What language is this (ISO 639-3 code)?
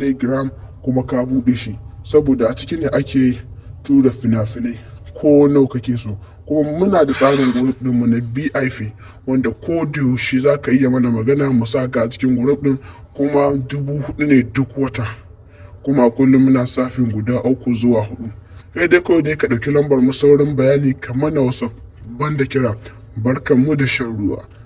hau